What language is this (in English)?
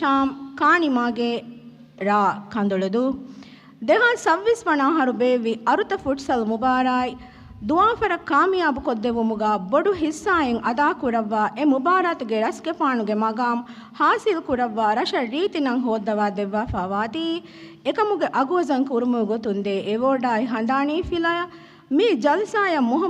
Divehi